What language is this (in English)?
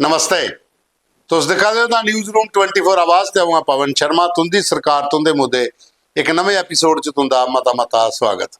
Dogri